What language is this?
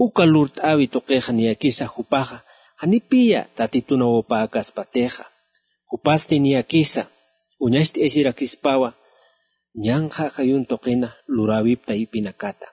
Aymara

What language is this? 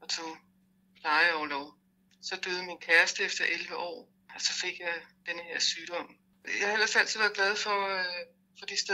Danish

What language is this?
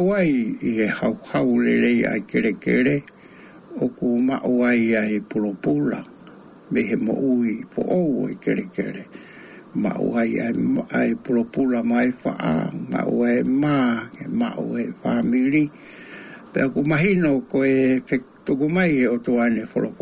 Tongan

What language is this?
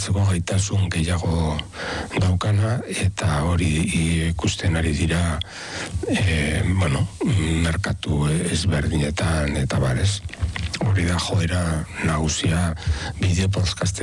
Basque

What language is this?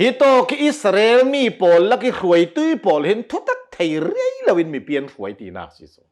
Hakha Chin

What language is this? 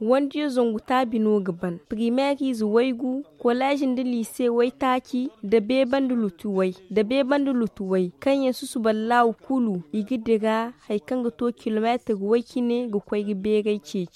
Zarma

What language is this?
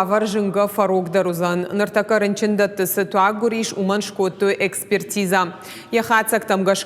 Ossetic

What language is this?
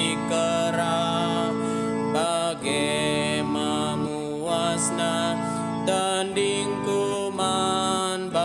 Batak Karo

